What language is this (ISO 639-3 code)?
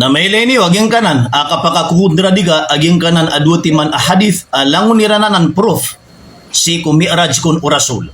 mrw